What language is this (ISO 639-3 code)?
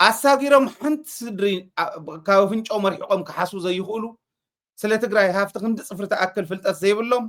tir